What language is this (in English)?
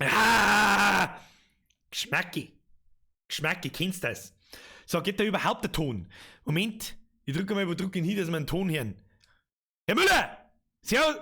Bavarian